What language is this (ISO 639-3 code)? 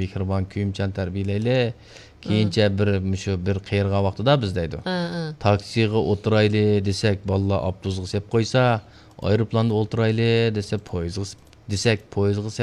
uig